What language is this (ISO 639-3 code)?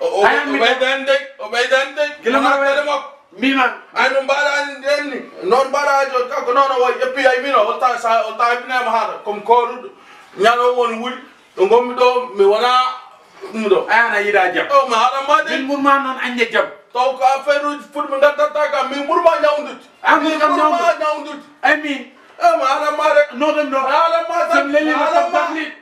ful